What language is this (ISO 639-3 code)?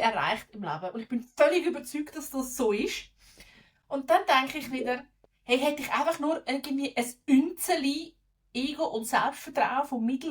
gsw